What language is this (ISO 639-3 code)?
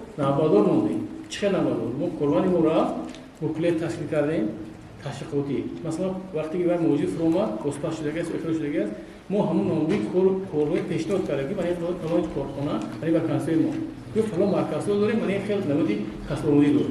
tgk